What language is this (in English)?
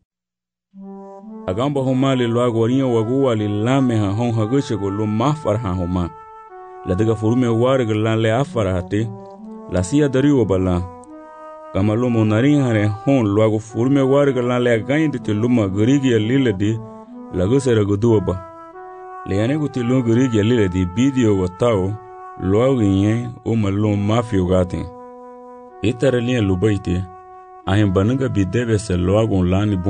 Garifuna